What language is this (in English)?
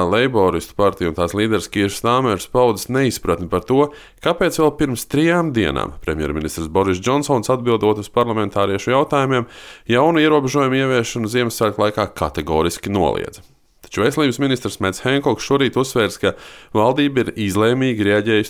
Latvian